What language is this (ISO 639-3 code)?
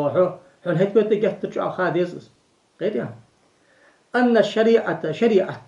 inh